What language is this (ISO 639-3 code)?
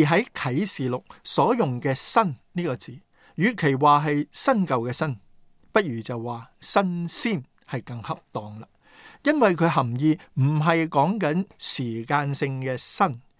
yue